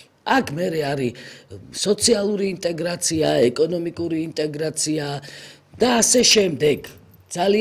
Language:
Georgian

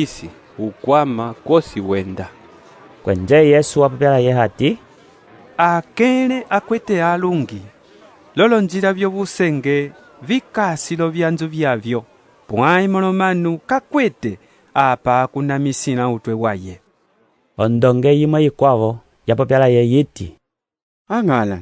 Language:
Umbundu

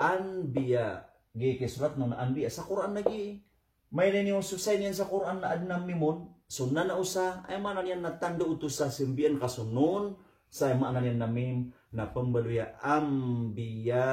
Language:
Maranao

